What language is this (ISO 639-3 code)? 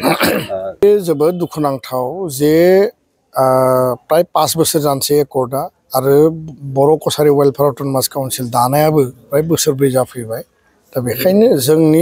brx